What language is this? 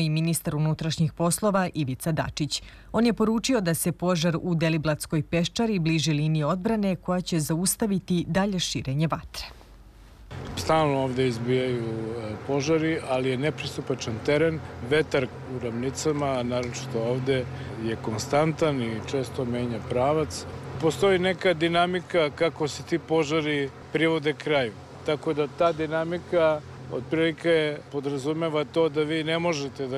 Serbian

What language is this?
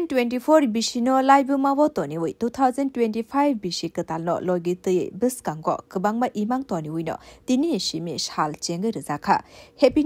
Kok Borok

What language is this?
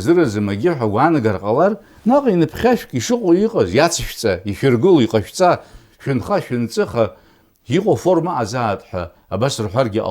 Abkhazian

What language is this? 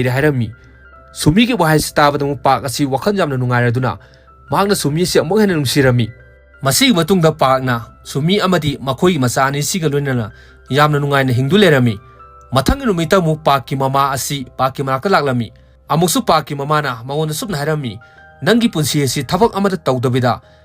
Manipuri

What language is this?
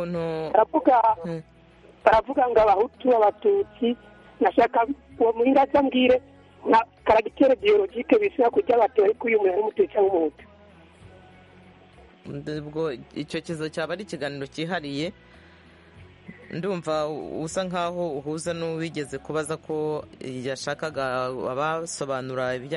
Kinyarwanda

